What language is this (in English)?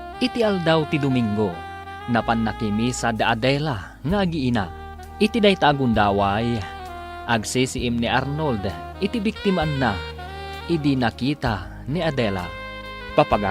Iloko